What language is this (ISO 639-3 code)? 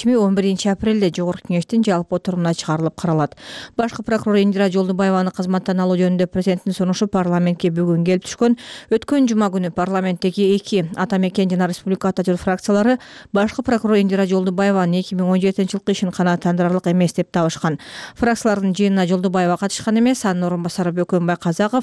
kir